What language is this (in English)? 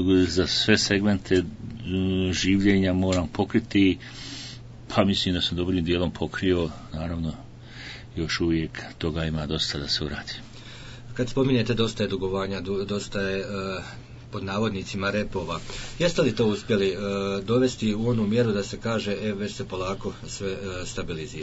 Bosnian